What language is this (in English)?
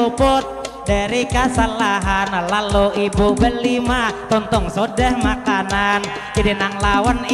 Banjar